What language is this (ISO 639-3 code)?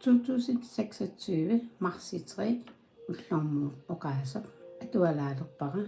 kal